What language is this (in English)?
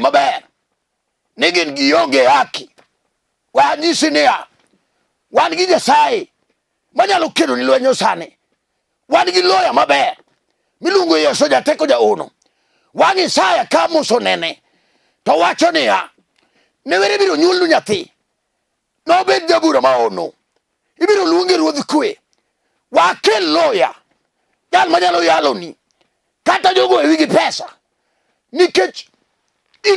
Luo (Kenya and Tanzania)